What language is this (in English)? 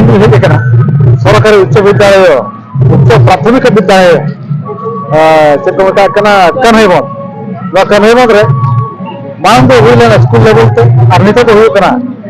Santali